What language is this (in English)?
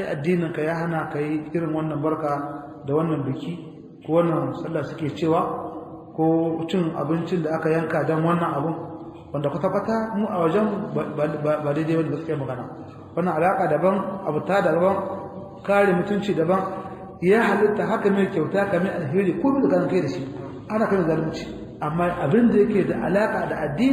Hausa